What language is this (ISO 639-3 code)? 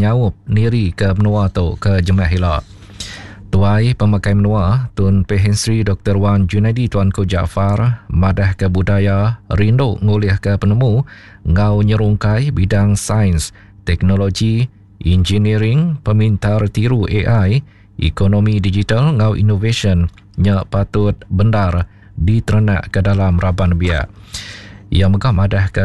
iba